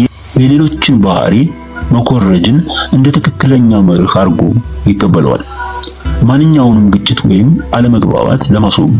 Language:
Amharic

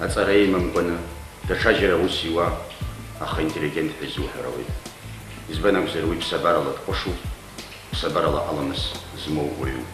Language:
Abkhazian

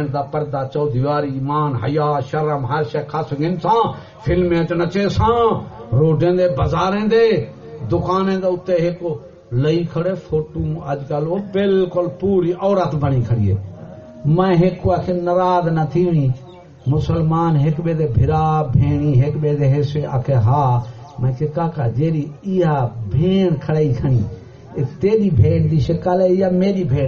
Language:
Saraiki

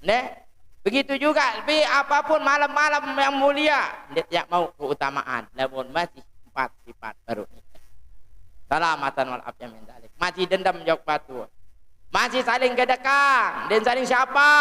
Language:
Sasak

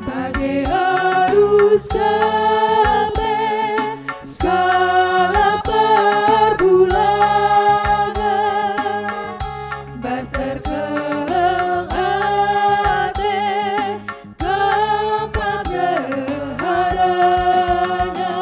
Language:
Batak Karo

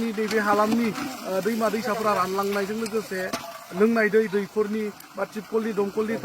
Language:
Bodo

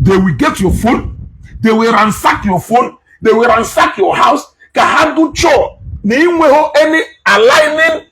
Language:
Igbo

